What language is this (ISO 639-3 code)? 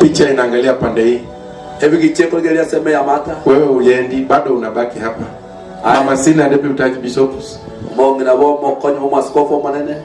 guz